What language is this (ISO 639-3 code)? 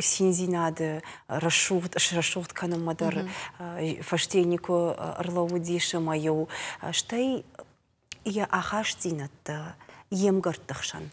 oss